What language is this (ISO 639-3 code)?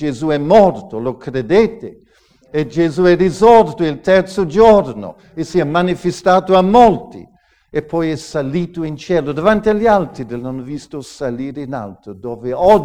ita